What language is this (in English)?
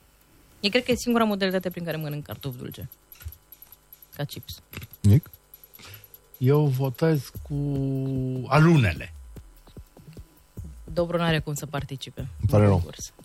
Romanian